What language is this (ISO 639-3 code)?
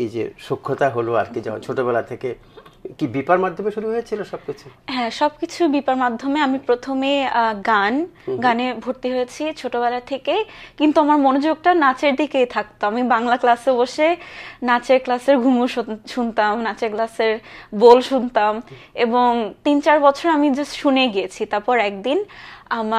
ben